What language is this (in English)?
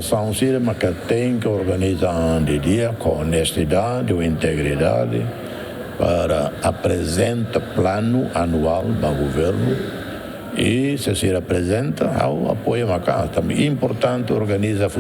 Tetum